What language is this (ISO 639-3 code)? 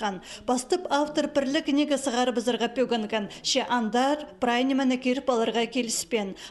kjh